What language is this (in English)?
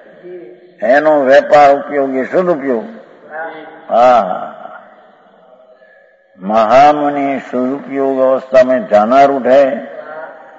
Gujarati